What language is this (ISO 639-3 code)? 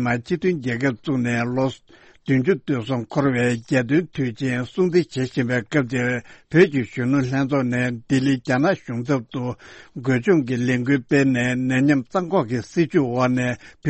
bod